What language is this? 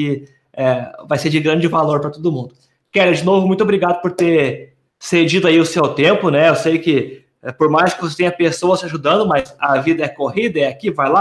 Portuguese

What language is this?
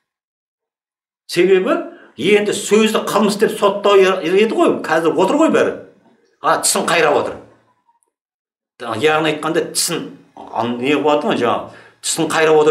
Kazakh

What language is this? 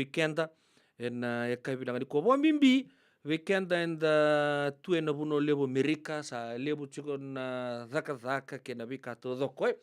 Fijian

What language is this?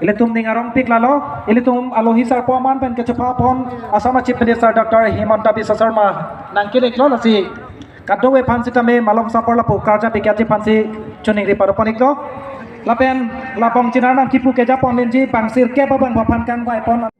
Karbi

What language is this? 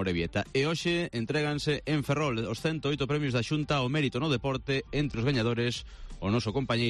Galician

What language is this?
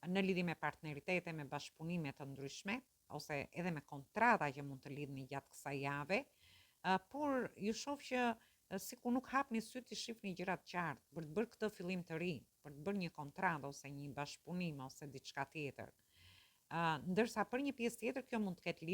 Albanian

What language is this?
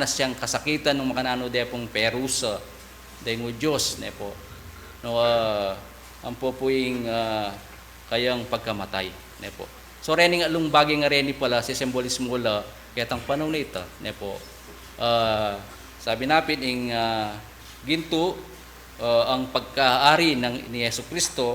Pampanga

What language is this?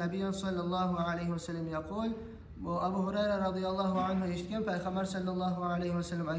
Kumyk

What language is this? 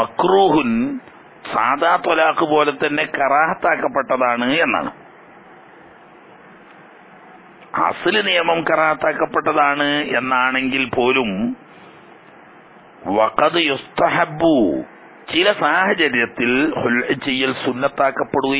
Malayalam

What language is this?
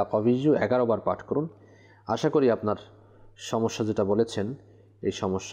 Bangla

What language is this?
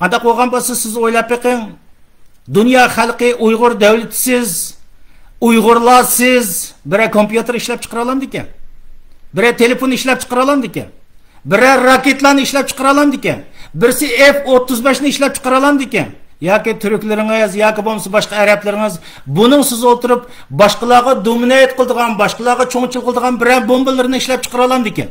Uyghur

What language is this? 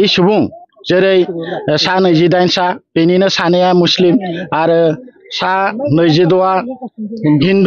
Bodo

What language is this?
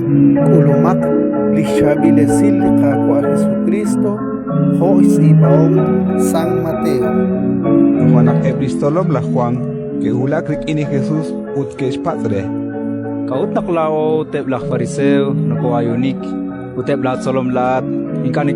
Kekchí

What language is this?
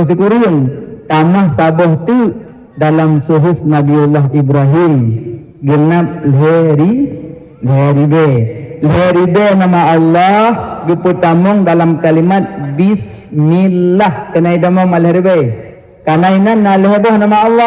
Achinese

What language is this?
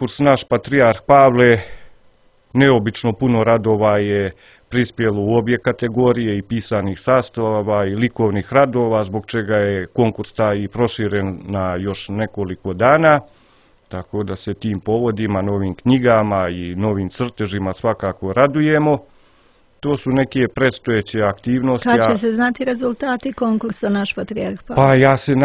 Croatian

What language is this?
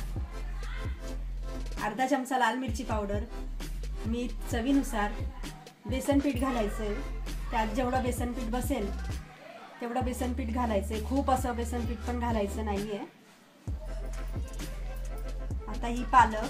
Marathi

